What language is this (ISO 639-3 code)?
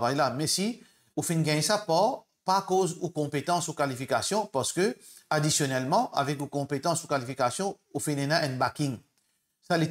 mfe